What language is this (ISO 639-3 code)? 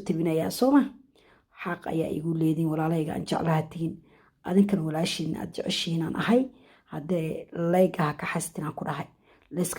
som